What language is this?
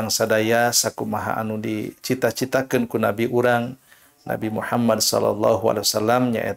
Sundanese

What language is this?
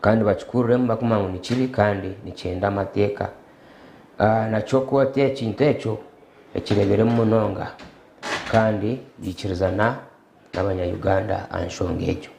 Nyankole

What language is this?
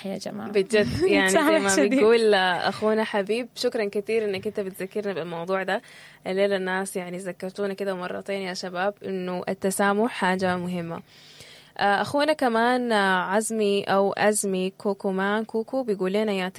Sudanese Arabic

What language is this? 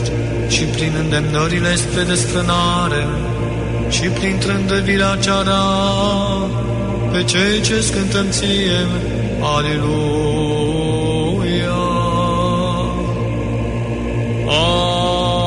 Romanian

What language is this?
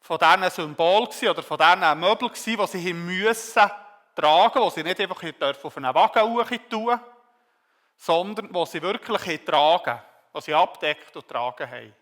Swiss German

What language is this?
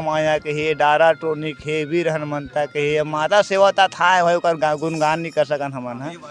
Chhattisgarhi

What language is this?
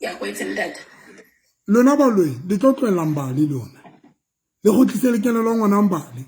Southern Sotho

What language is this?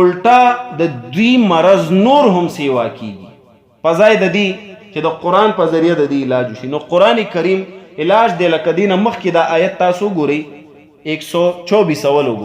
Pashto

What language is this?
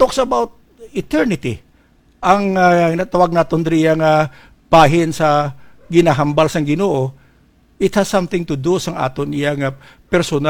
Hiligaynon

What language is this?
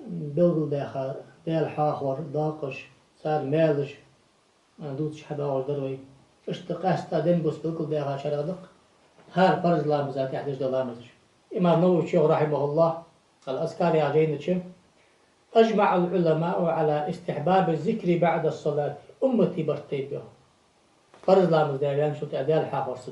Ingush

